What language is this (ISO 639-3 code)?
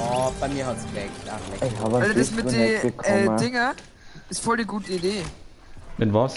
bar